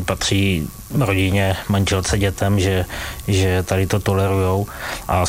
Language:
Czech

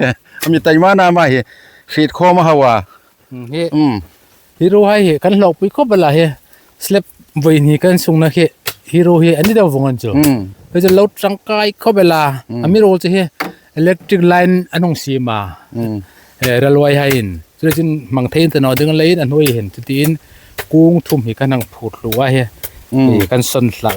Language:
Hmar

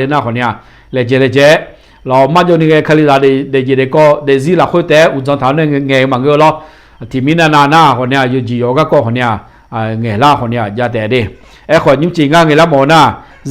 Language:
Akha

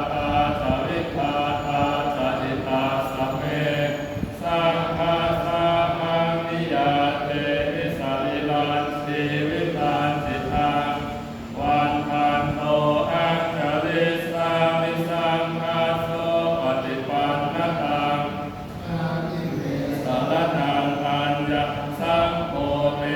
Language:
Pali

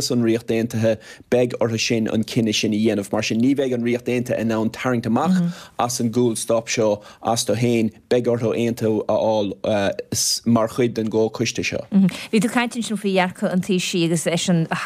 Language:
Irish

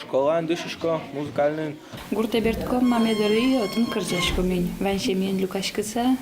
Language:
Udmurt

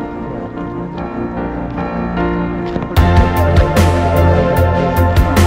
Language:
Italian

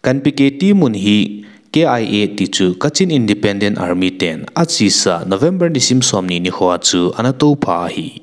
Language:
Thado Chin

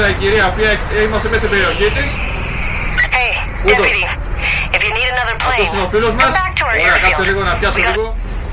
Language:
Greek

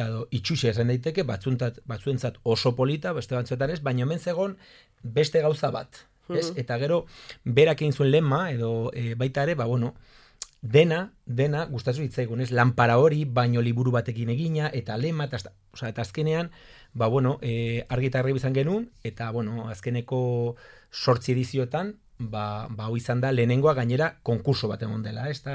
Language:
Basque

